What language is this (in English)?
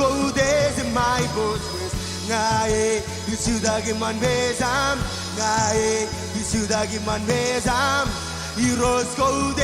Marshallese